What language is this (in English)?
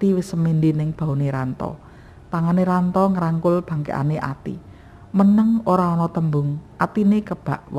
Javanese